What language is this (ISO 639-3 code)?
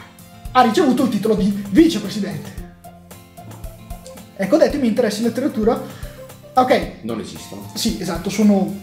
ita